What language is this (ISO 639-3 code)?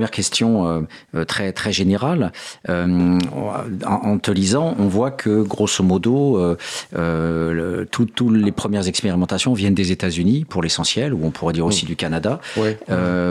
fra